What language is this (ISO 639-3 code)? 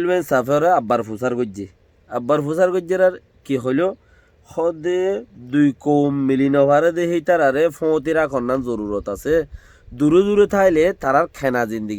rhg